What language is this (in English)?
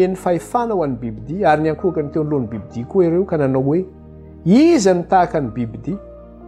Malagasy